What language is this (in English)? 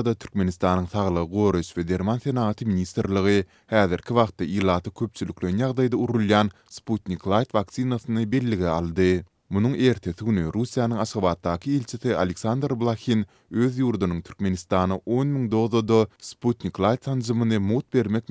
Turkmen